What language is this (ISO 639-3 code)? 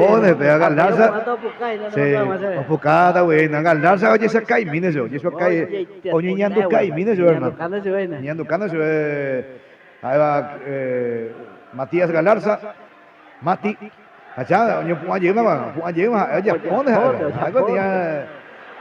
grn